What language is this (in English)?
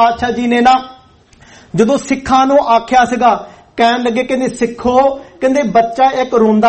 Punjabi